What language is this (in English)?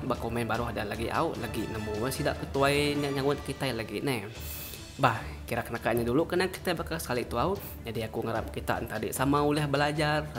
Iban